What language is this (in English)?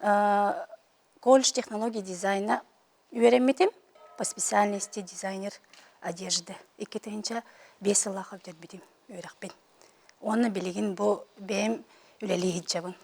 Yakut